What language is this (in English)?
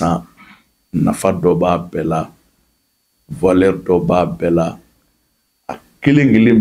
Bambara